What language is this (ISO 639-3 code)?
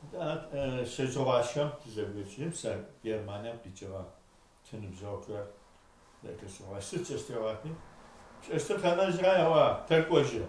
ady